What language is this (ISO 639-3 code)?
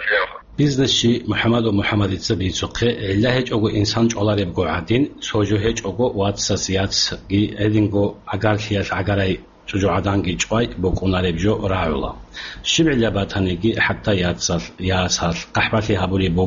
ava